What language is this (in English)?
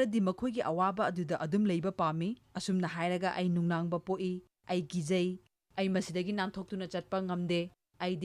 Manipuri